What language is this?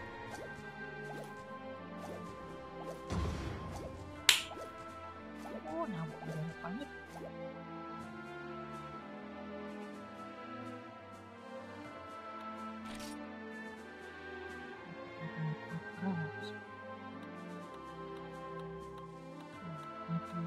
Indonesian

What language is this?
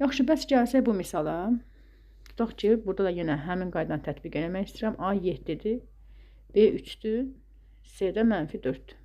Azerbaijani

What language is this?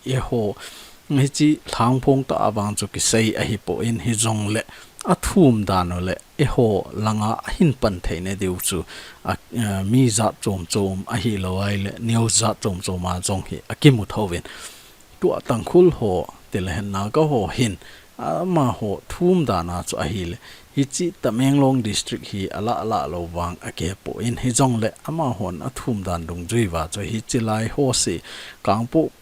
Thado Chin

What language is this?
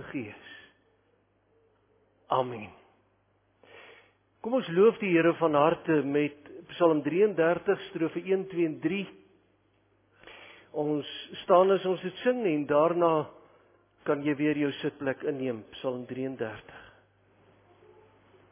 Afrikaans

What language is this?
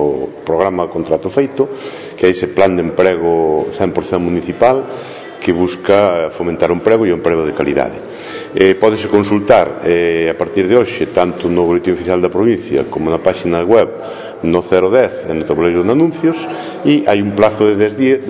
Galician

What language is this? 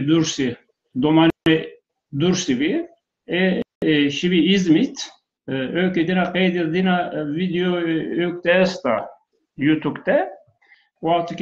Zaza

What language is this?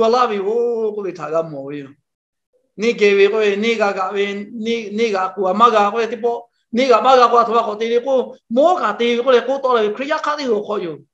Lahu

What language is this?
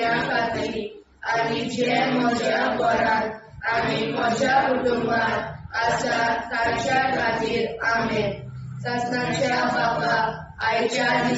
Konkani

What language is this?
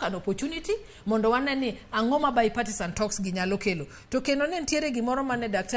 Luo (Kenya and Tanzania)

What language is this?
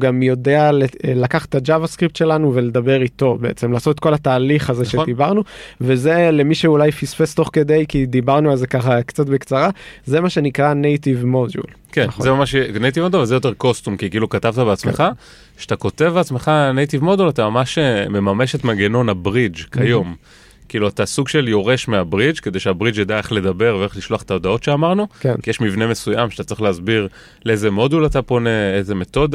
Hebrew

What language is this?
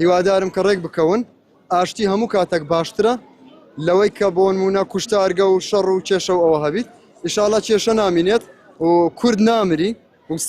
Central Kurdish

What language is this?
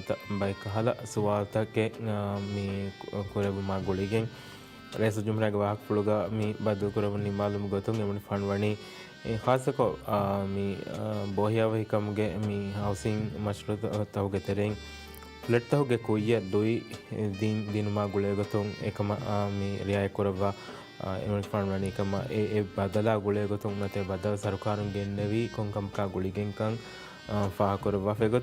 Divehi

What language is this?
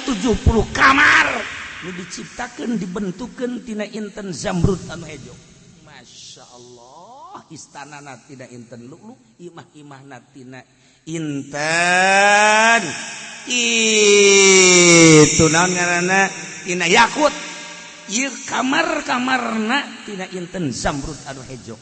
Sundanese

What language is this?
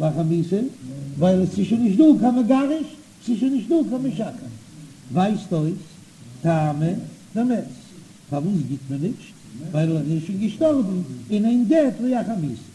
Yiddish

